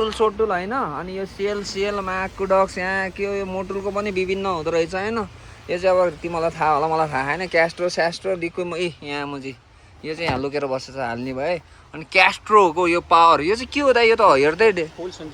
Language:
Nepali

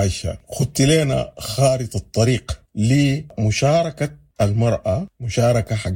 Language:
Sudanese Arabic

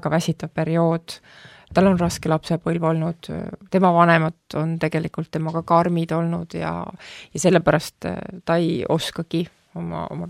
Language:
Estonian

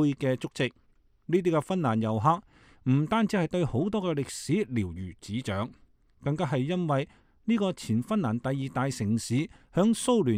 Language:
Cantonese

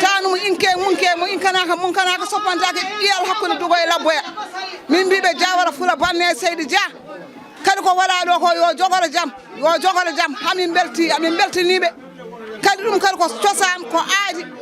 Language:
Fula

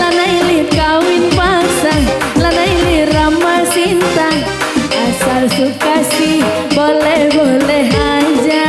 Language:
Batak Karo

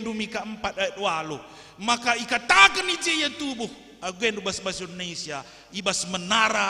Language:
Batak Karo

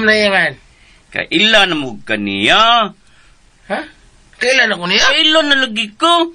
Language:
Cebuano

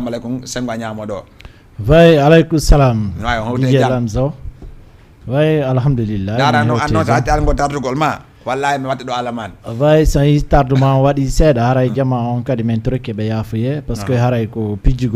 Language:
Fula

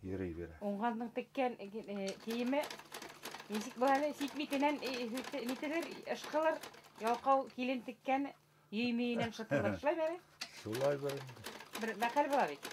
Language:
Bashkir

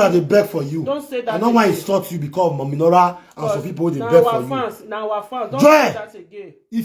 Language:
Nigerian Pidgin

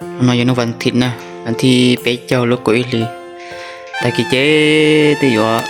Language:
Hmong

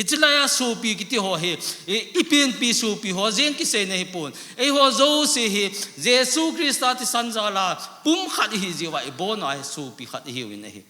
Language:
Thado Chin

